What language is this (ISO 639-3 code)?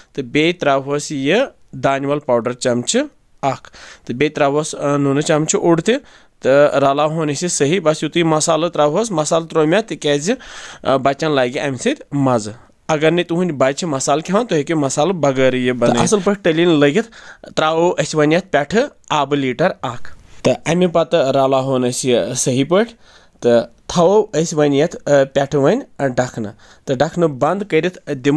kas